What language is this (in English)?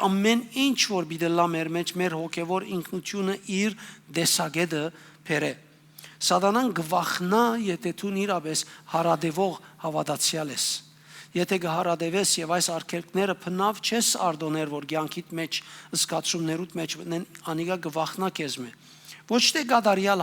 Western Armenian